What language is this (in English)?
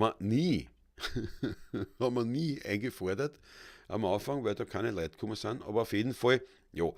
Bavarian